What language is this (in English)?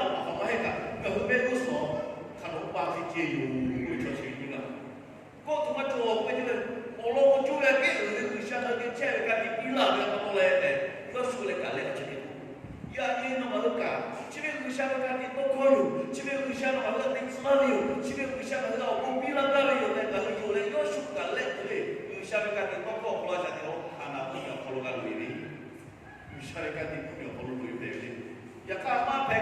Lahu